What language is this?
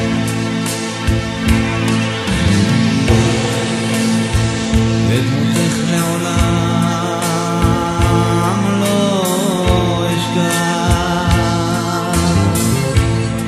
Hebrew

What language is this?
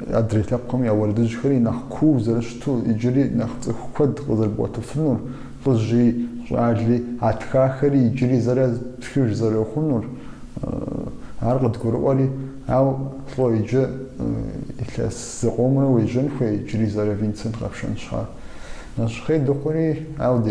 Kabardian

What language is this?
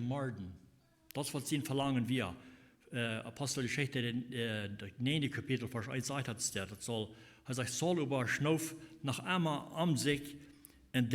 Plautdietsch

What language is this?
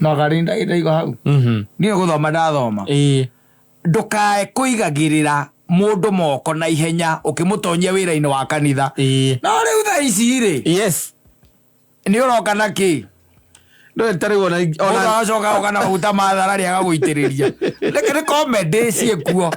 Kikuyu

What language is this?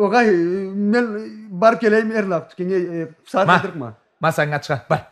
Karachay-Balkar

